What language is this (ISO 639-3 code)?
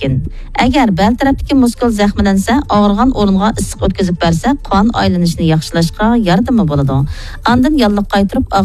uig